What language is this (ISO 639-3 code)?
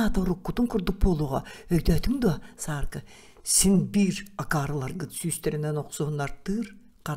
sah